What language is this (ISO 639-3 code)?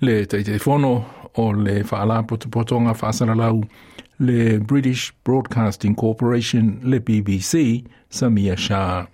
smo